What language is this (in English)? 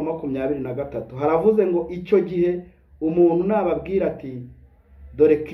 Kinyarwanda